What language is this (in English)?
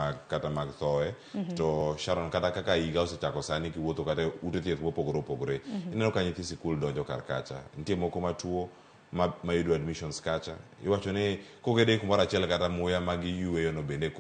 Luo (Kenya and Tanzania)